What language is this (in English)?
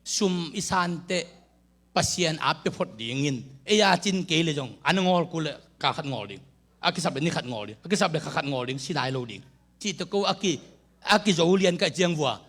Tedim Chin